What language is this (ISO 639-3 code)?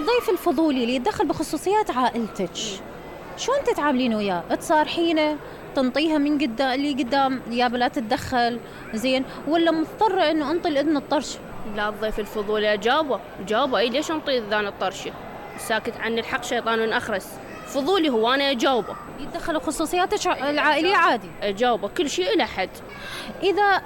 acm